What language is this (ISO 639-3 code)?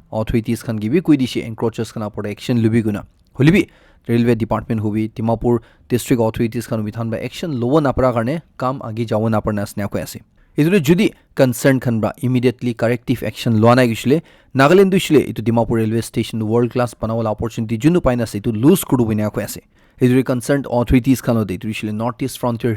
nag